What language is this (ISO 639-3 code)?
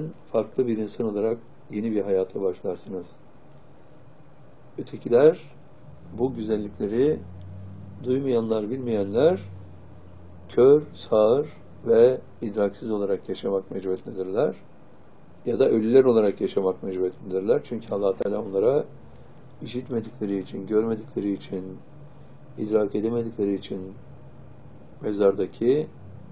tur